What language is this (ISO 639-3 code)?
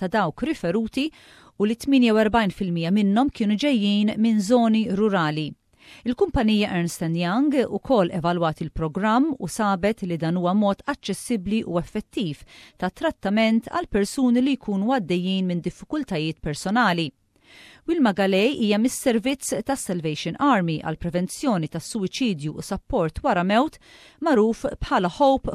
mlt